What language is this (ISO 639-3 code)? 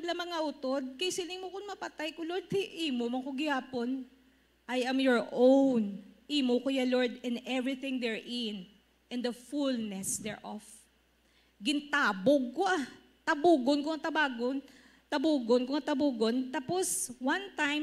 hil